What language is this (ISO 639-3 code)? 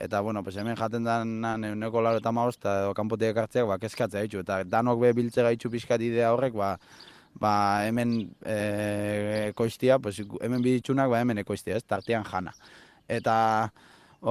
eus